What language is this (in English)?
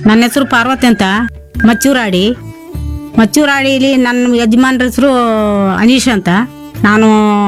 Kannada